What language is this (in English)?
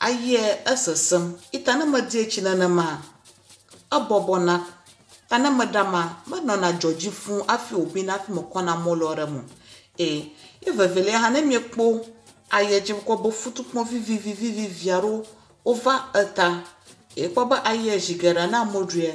Ewe